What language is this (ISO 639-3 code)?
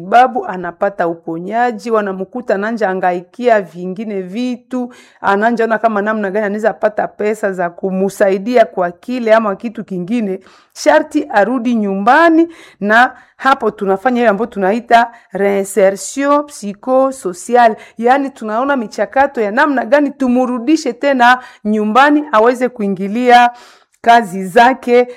swa